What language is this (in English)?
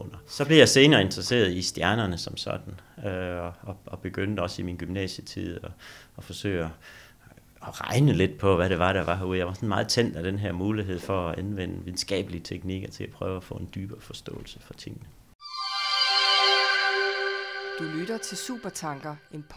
Danish